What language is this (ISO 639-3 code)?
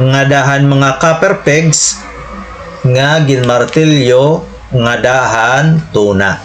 war